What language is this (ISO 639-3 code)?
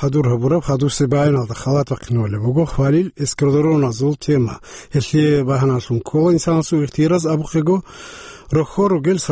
ava